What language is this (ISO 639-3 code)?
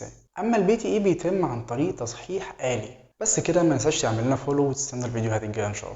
arz